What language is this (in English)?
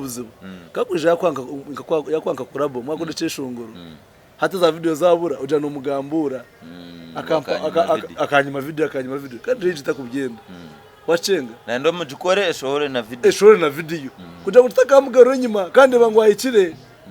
Nyankole